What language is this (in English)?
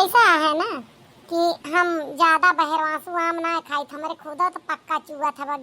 Awadhi